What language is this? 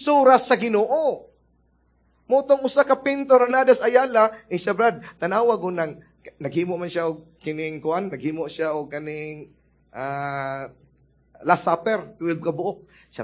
Cebuano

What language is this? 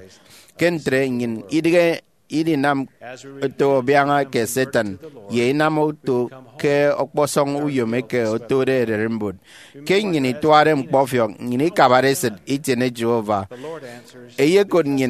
Efik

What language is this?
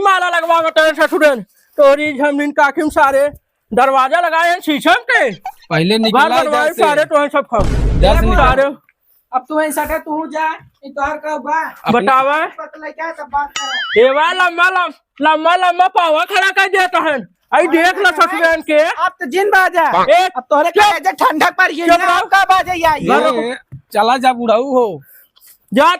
Awadhi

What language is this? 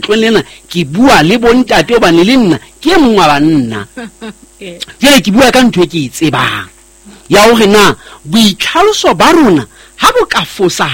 Southern Sotho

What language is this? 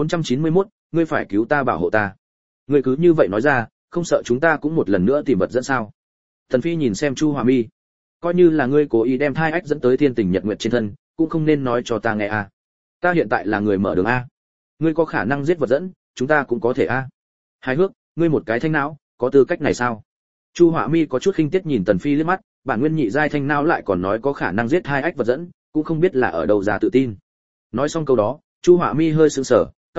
Vietnamese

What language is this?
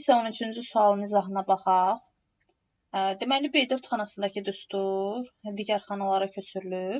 Azerbaijani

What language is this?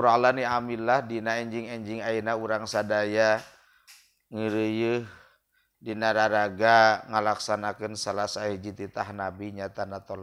Sundanese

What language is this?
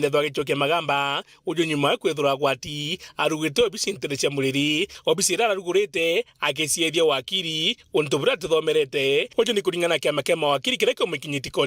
Meru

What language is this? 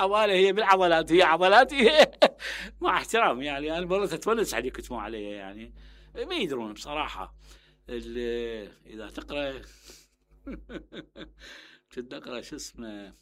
Mesopotamian Arabic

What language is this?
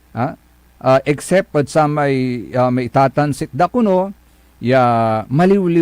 Pangasinan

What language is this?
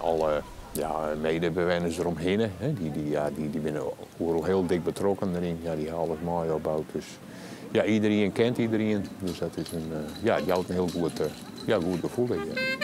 Western Frisian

